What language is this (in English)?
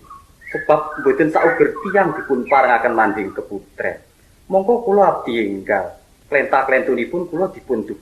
Javanese